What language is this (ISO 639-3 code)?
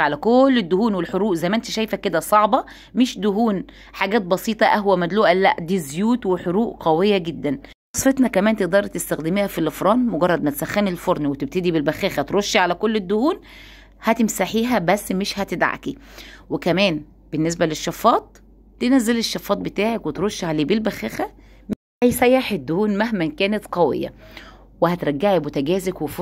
arz